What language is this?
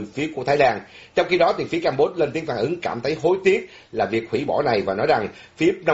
Vietnamese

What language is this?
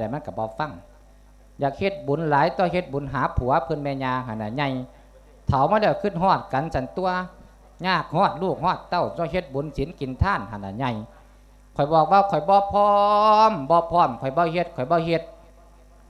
Lao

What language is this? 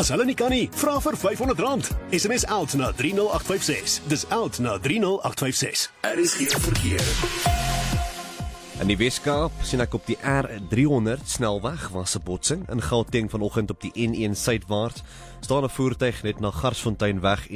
Afrikaans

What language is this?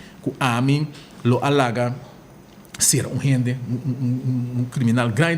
Papiamento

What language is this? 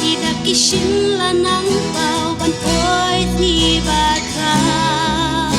Khasi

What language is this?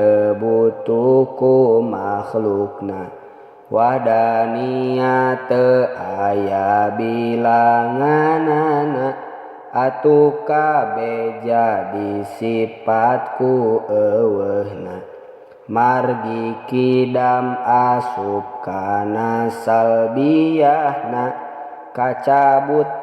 Sundanese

